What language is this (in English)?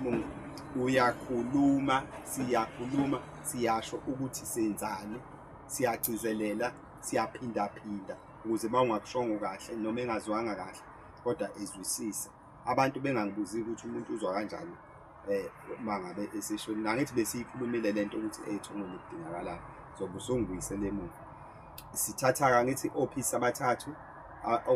Zulu